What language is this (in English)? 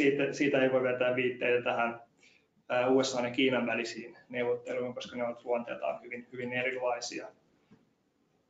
Finnish